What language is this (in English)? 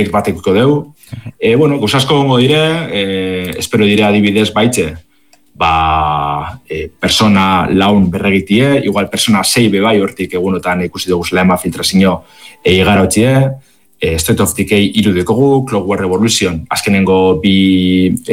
Basque